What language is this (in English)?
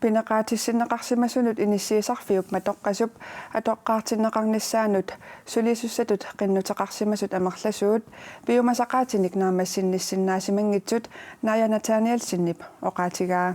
Kalaallisut